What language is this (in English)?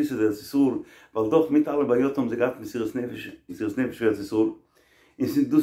Yiddish